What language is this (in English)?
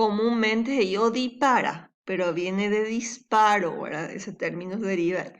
Guarani